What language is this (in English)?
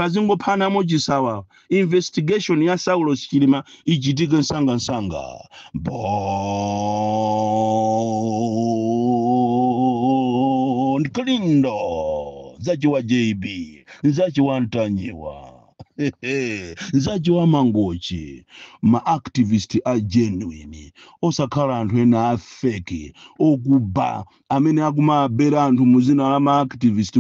Nyanja